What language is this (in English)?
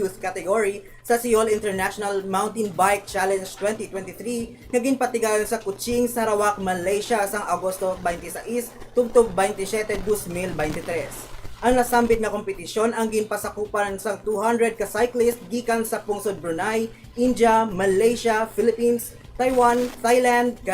Hiligaynon